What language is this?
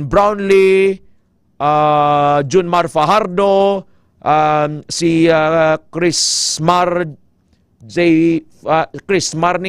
Hiligaynon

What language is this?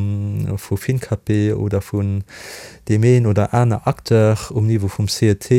Luxembourgish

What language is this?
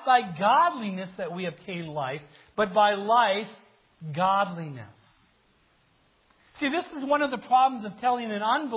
English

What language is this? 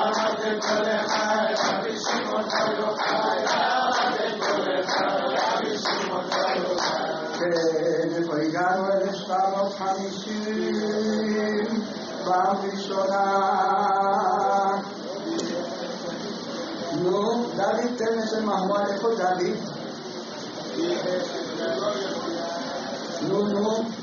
Hebrew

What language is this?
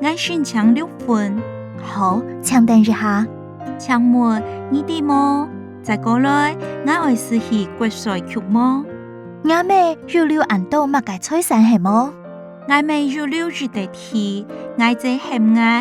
Hakka Chinese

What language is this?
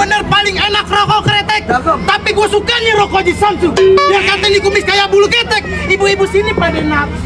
Betawi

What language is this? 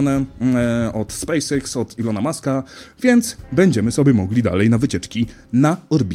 Polish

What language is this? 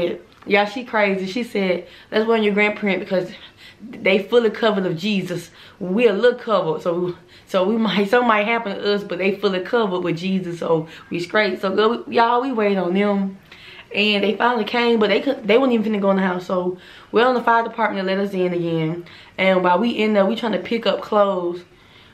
English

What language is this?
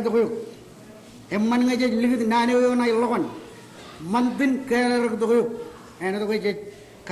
Marshallese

